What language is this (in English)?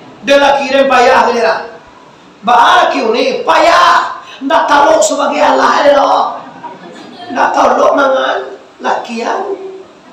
Minangkabau